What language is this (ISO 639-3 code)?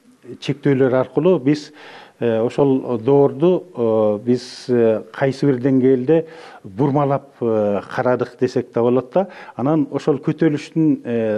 kir